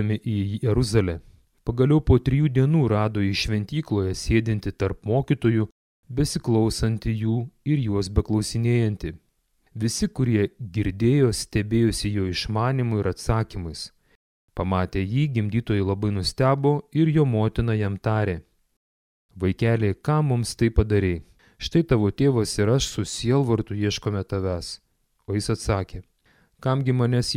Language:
Lithuanian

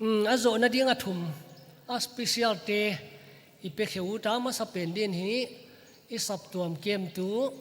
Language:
Paite Chin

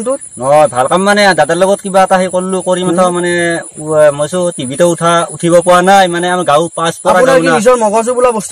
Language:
Assamese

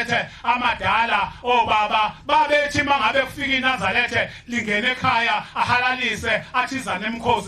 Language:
Zulu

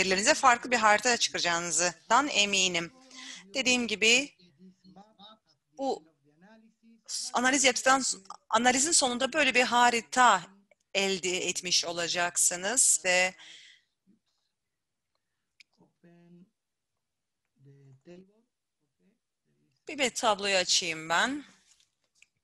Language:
Turkish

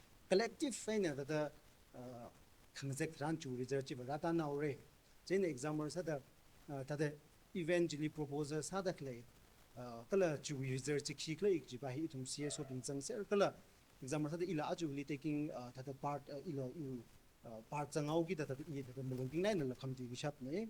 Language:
Tangkhul Naga (India)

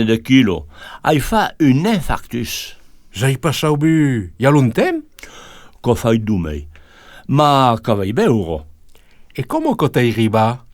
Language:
Occitan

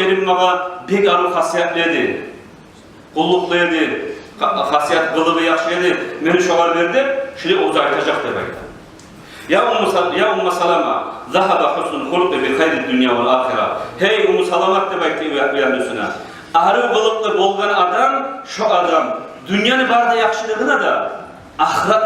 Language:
Kumyk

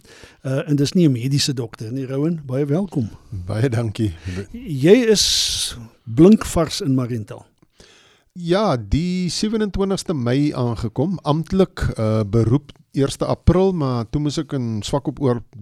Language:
Afrikaans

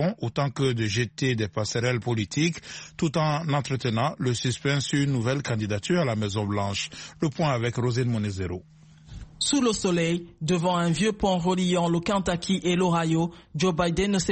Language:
French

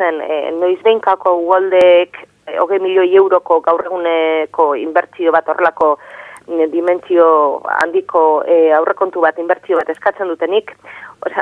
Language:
Basque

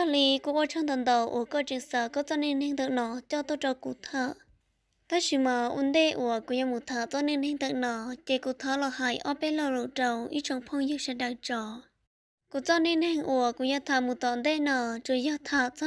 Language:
Hmong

